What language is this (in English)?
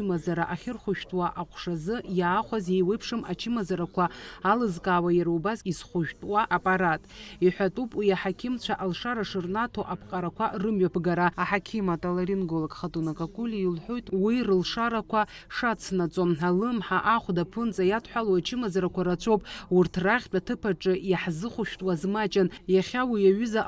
Abkhazian